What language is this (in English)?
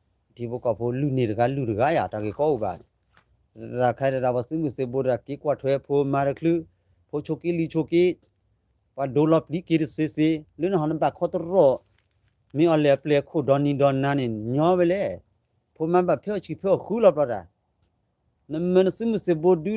S'gaw Karen